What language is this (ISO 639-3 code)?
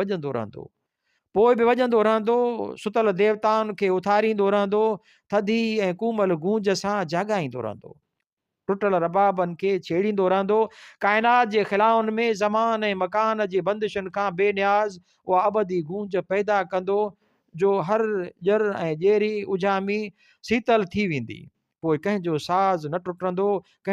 snd